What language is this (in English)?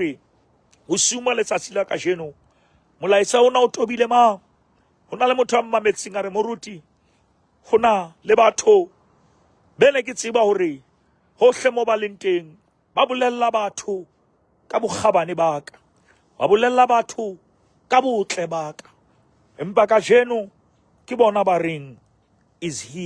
Southern Sotho